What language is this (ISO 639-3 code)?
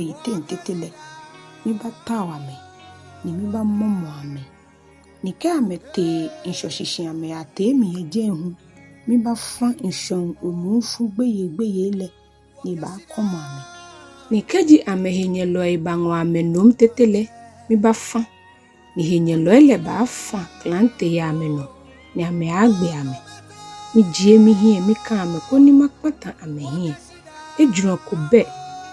gaa